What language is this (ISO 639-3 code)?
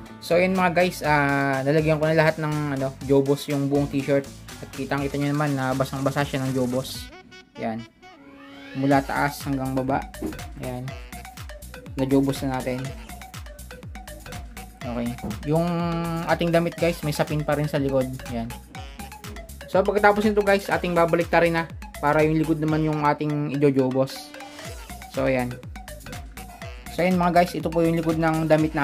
fil